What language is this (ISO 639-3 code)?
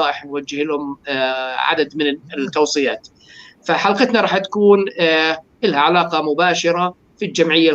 apc